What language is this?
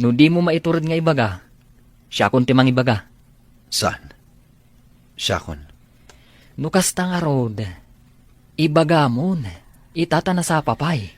Iloko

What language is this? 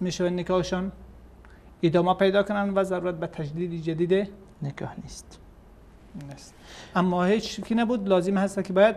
Persian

